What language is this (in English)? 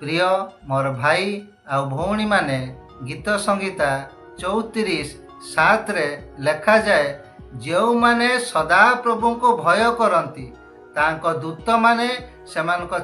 Odia